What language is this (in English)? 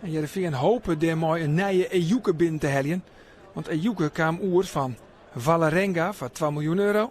Western Frisian